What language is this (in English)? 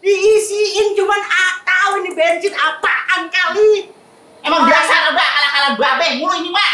Betawi